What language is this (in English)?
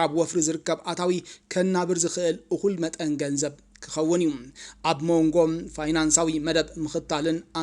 Tigrinya